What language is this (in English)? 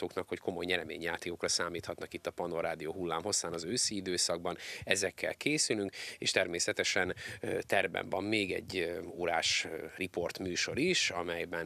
Hungarian